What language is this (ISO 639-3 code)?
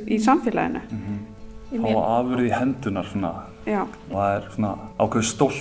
isl